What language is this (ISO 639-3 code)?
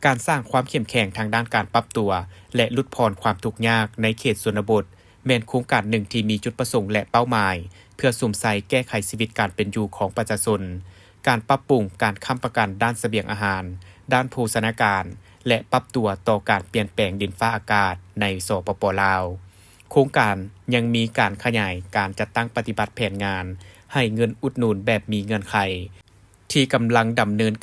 lao